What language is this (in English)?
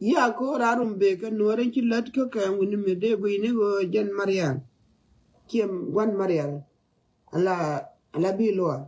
Nuer